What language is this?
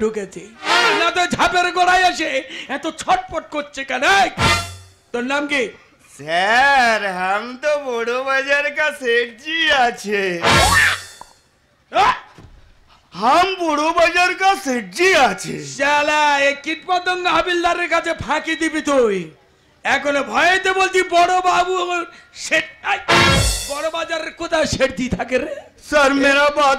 Bangla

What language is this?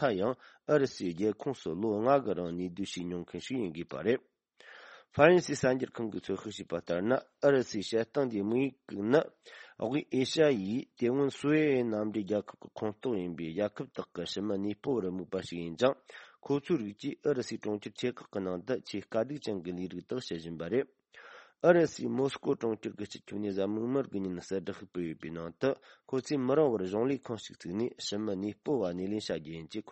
Tibetan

